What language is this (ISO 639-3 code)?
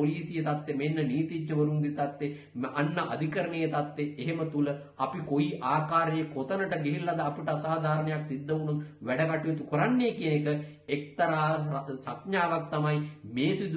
sin